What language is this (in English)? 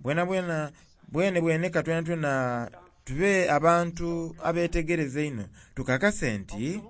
Soga